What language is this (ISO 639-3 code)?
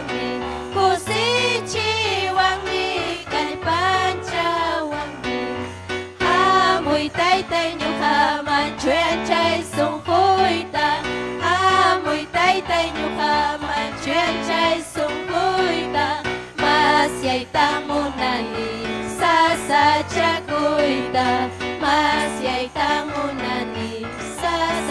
quy